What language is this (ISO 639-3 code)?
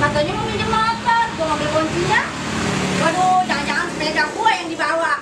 bew